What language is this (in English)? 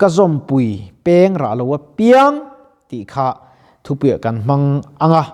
Mizo